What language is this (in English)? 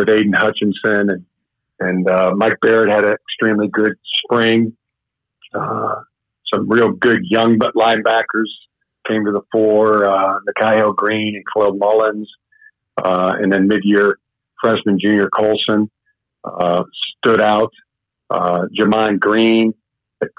English